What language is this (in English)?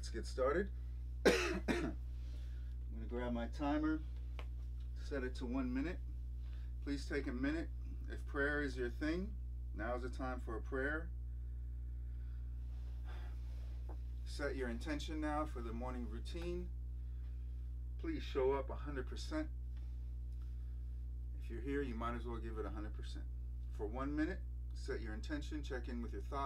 English